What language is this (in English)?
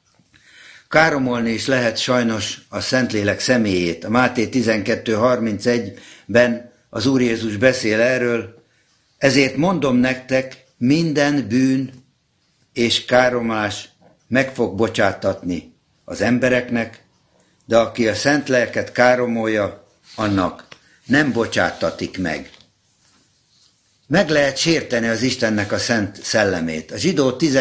Hungarian